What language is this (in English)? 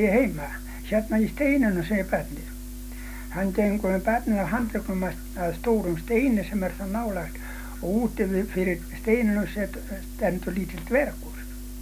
Icelandic